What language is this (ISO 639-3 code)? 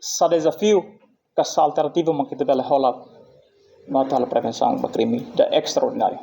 tet